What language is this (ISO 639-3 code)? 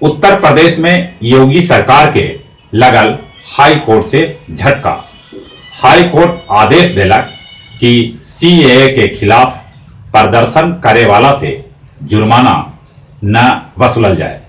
mag